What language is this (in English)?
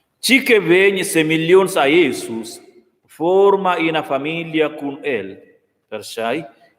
Romansh